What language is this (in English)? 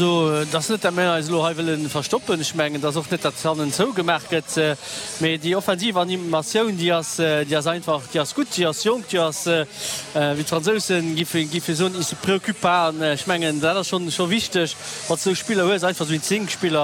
Luxembourgish